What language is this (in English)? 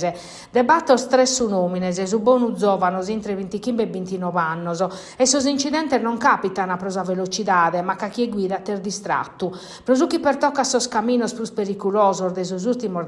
Sardinian